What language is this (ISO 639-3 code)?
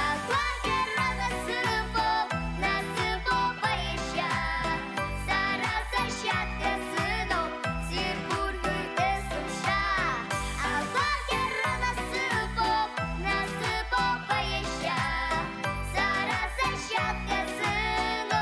abk